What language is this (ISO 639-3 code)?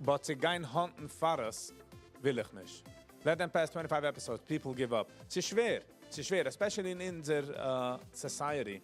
yid